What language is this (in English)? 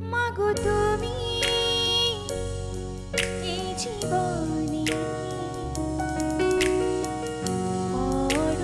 Bangla